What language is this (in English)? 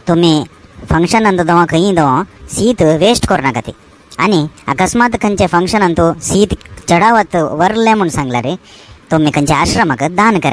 Konkani